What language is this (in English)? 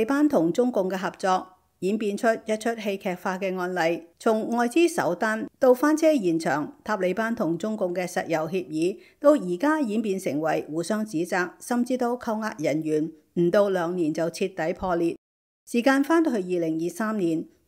Cantonese